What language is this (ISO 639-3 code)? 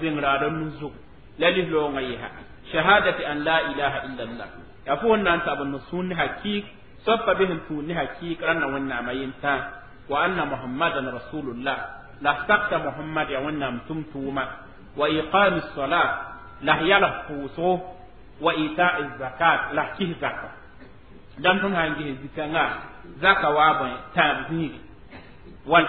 mos